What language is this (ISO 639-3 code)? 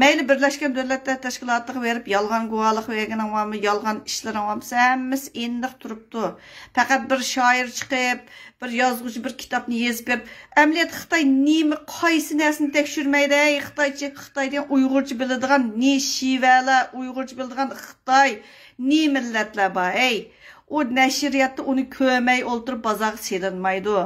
uig